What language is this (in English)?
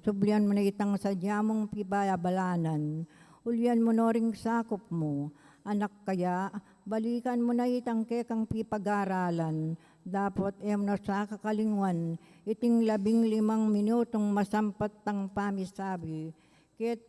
Pampanga